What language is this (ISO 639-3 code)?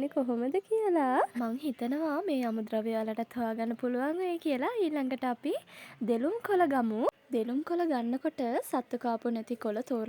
sin